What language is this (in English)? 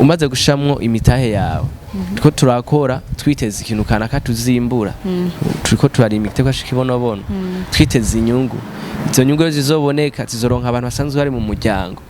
Rundi